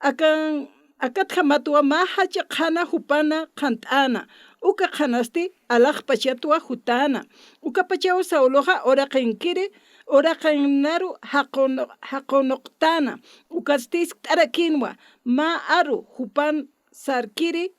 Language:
Aymara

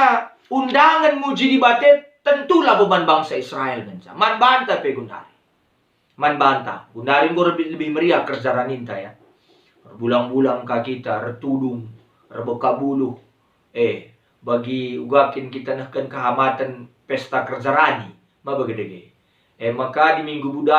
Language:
Batak Karo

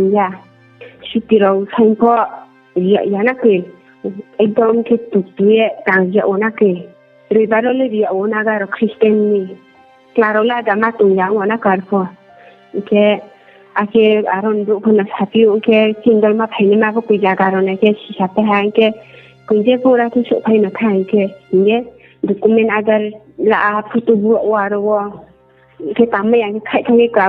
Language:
Riang (India)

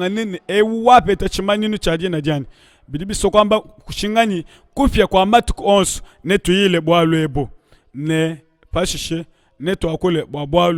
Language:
Luba-Lulua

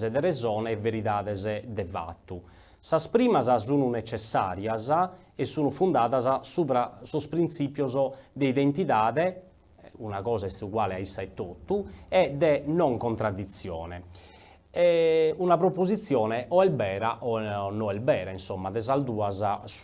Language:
Sardinian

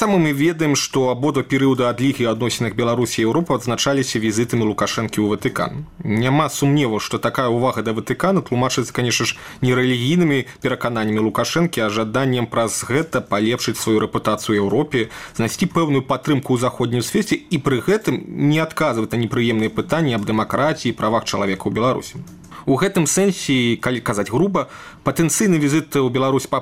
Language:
Belarusian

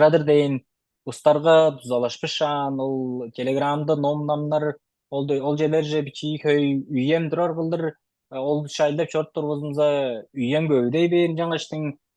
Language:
Tuvinian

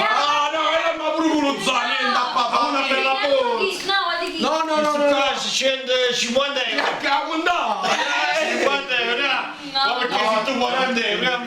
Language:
Neapolitan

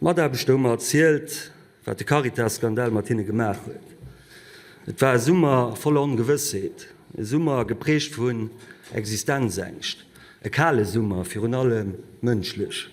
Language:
Luxembourgish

